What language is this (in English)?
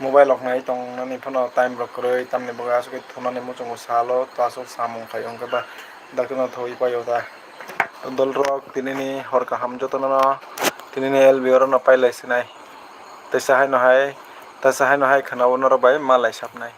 Kok Borok